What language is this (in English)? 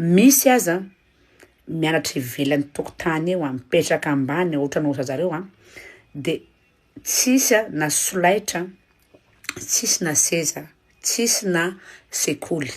Malagasy